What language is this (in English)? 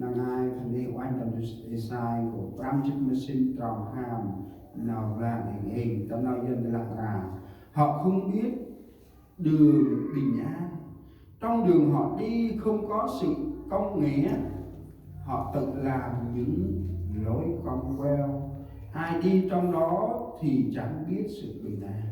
Central Mnong